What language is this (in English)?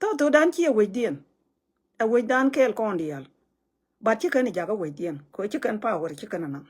Nuer